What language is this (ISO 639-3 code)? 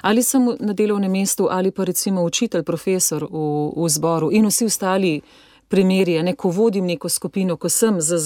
slv